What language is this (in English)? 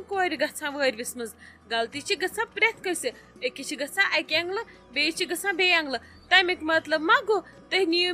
Kashmiri